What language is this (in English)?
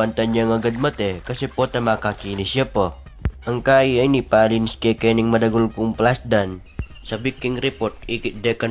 Pampanga